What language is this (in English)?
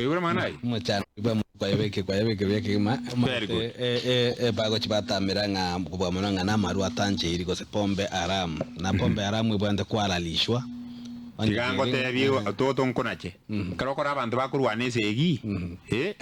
Gusii